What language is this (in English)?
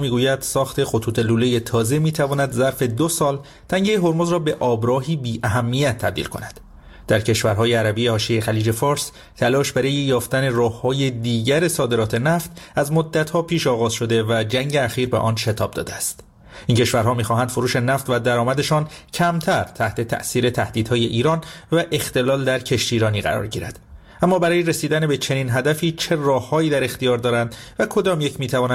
Persian